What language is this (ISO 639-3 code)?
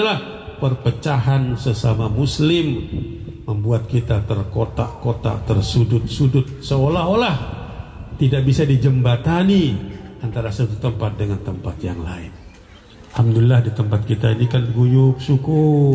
sas